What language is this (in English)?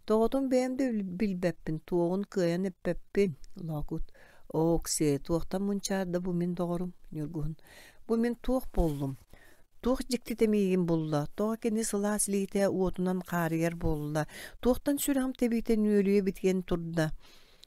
Yakut